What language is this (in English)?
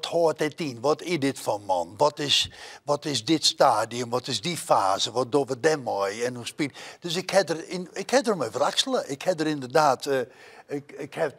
Western Frisian